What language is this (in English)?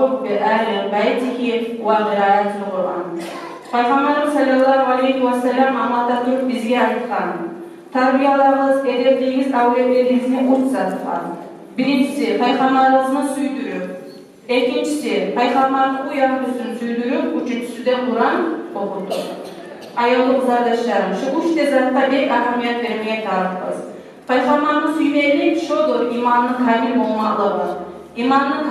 Kumyk